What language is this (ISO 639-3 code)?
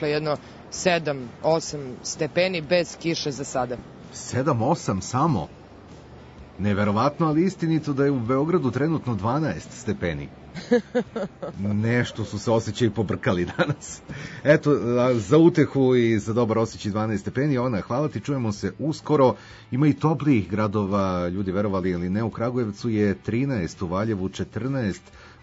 srp